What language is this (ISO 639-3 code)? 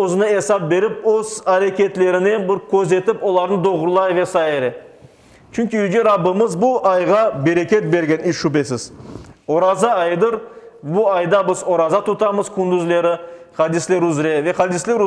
crh